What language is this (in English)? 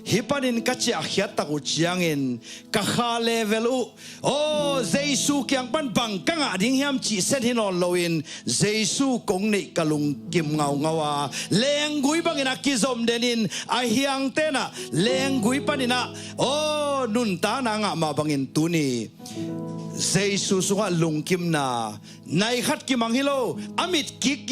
Tedim Chin